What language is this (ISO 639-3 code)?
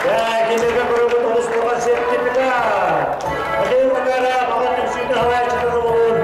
sah